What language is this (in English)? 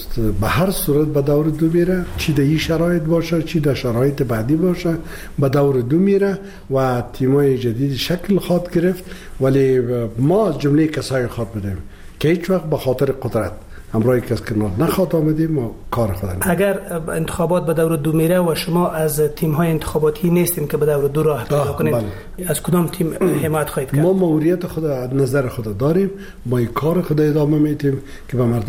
Persian